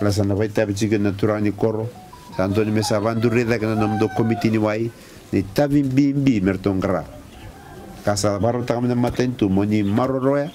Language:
Fijian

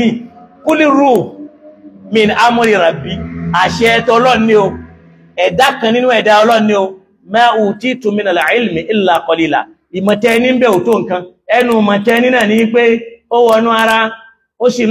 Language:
Yoruba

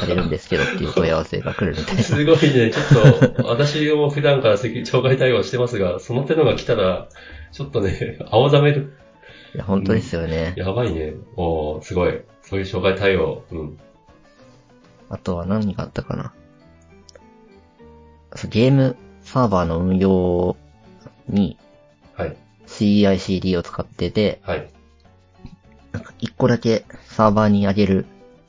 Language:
Japanese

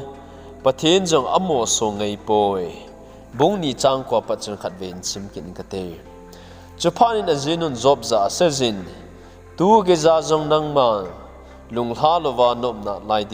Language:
Thado Chin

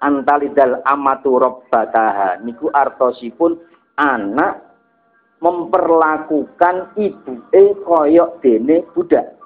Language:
Javanese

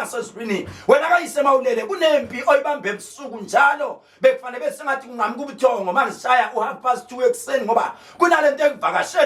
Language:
Zulu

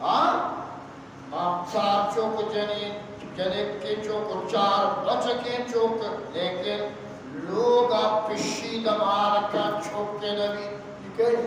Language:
Eastern Balochi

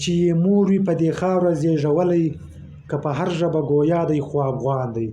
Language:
Pashto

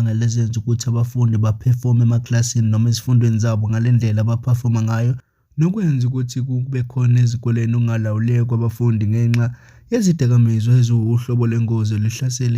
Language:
Zulu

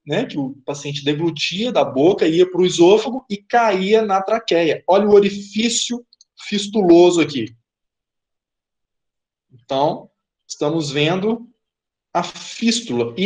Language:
Portuguese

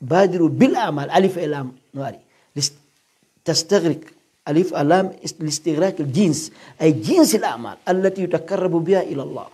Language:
Pular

